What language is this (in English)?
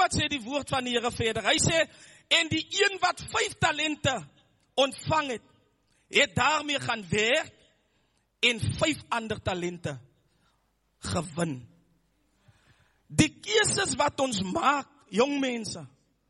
Afrikaans